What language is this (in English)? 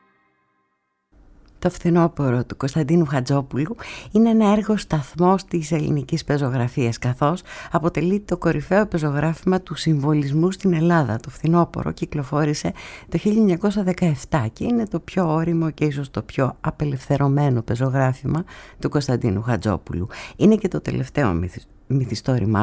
Greek